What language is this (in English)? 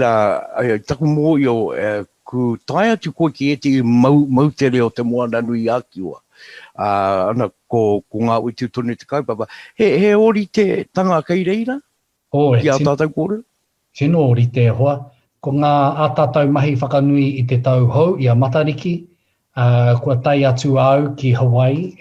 Māori